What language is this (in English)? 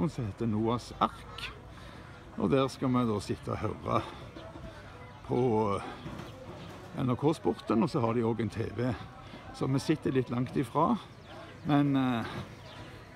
Norwegian